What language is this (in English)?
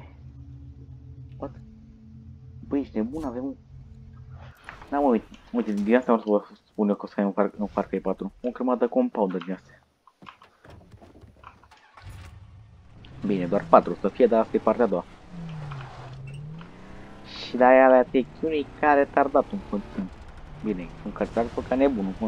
Romanian